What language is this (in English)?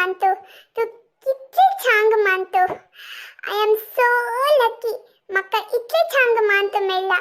Konkani